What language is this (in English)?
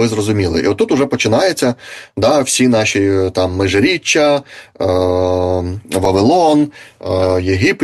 Ukrainian